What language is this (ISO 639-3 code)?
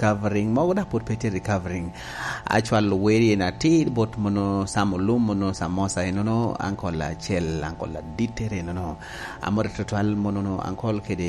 laj